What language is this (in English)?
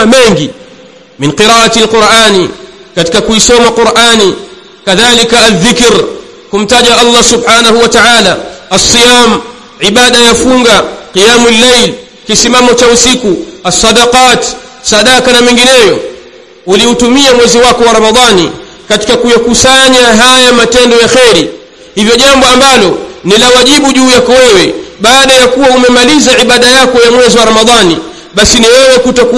Swahili